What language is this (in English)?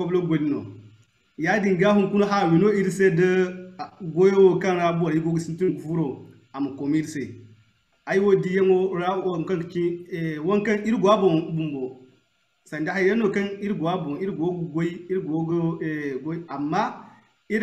Zarma